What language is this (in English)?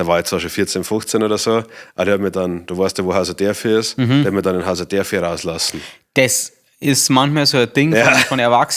Bavarian